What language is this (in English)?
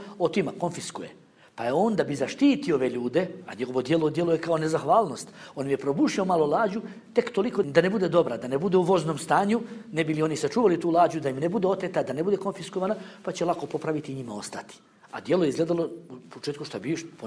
Bosnian